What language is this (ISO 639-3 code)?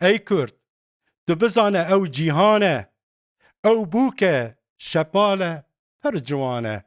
kur